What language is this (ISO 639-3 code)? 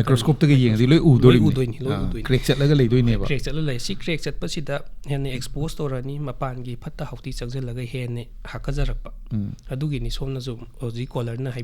mni